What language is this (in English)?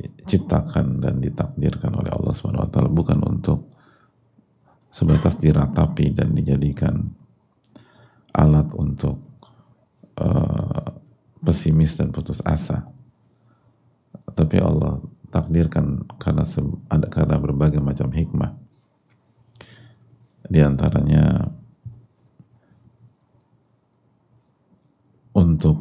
Indonesian